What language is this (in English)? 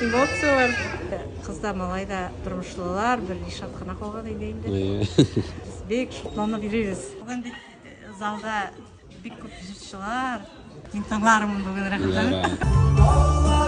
Tatar